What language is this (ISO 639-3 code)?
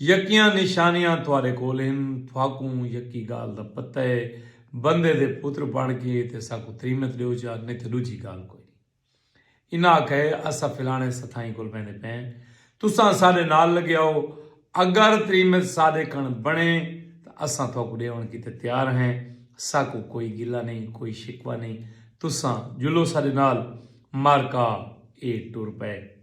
skr